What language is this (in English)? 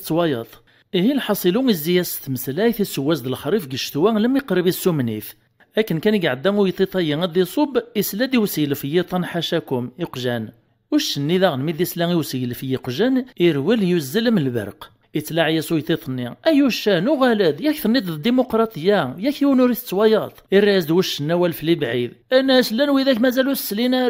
Kabyle